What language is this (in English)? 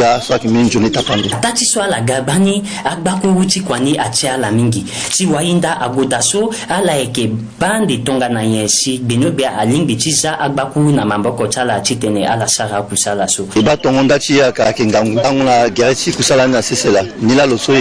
Sango